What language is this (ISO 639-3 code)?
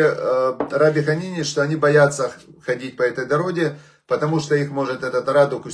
rus